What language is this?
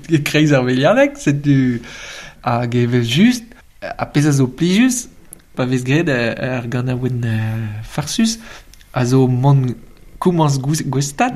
Breton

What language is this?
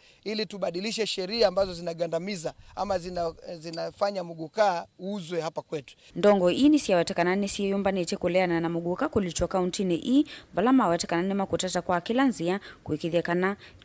Kamba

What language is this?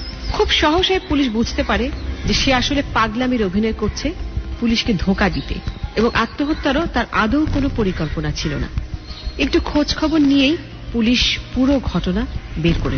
Bangla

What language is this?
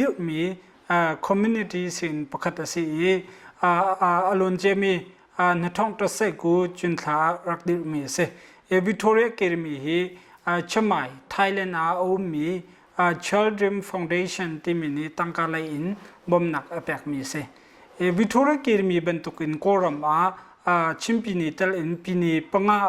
Hakha Chin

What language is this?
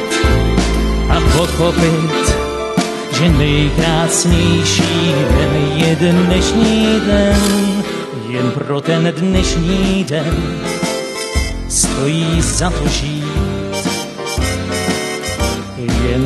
Czech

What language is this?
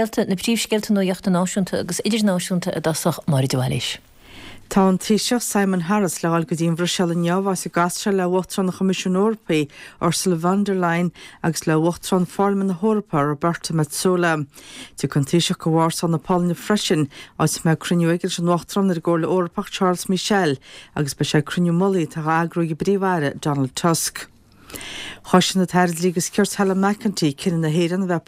Irish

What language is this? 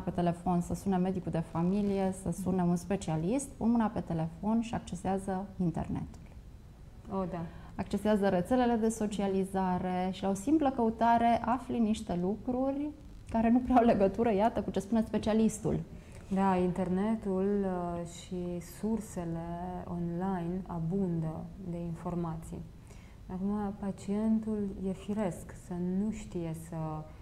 Romanian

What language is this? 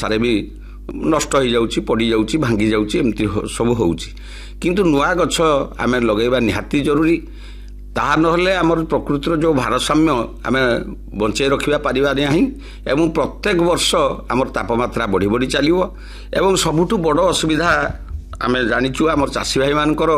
Odia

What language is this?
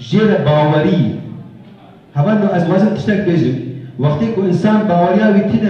Kurdish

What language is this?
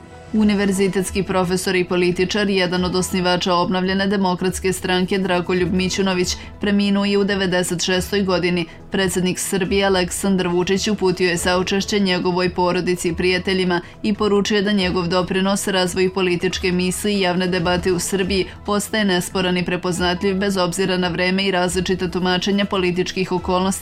Serbian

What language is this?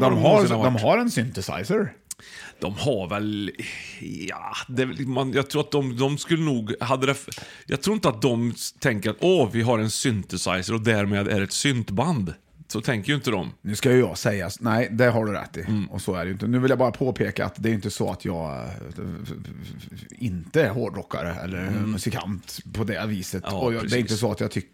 Swedish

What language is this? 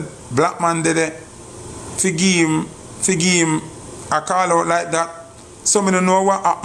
Jamaican Creole English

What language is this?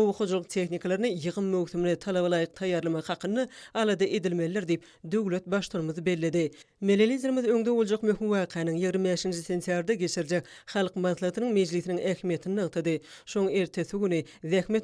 Turkmen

